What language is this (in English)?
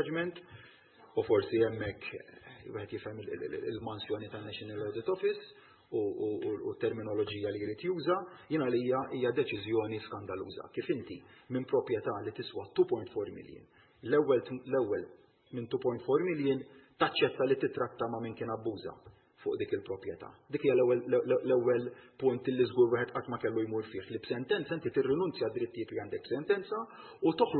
Maltese